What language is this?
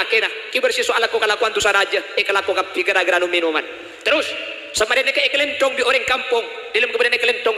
Madurese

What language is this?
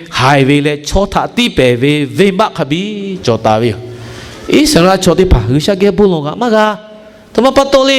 Lahu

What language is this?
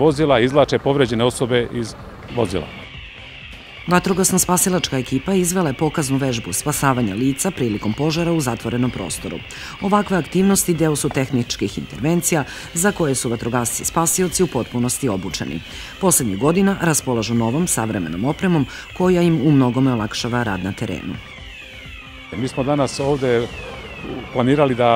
Serbian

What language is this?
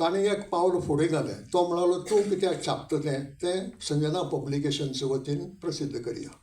Konkani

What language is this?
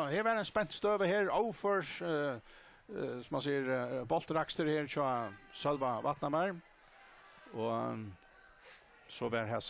Faroese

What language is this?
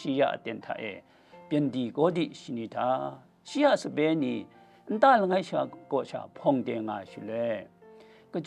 Kachin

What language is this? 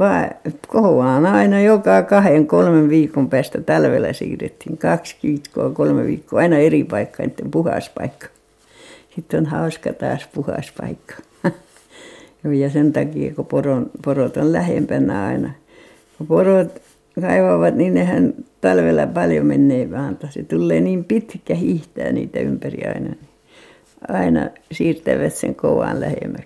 Finnish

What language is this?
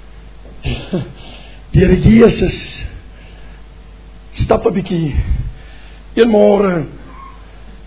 Afrikaans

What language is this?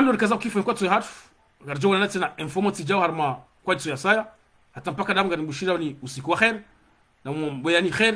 Ngazidja Comorian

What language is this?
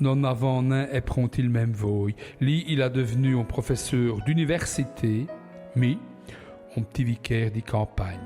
Walloon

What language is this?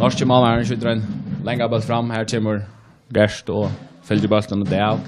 Faroese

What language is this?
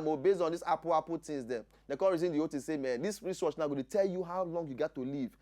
Nigerian Pidgin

